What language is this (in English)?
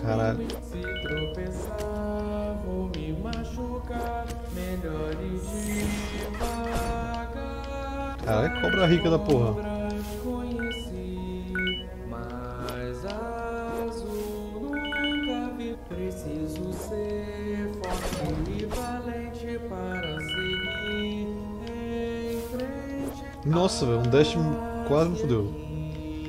Portuguese